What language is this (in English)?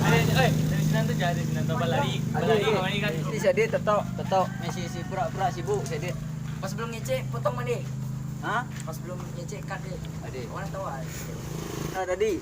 Minangkabau